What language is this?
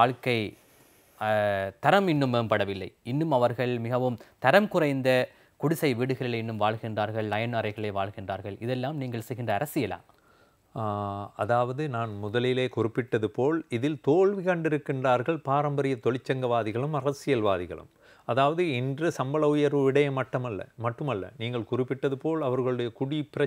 Tamil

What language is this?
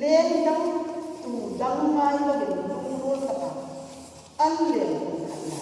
Hmar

